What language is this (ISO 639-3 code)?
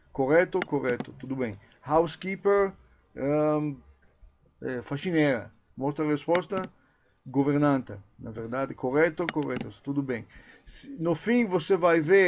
por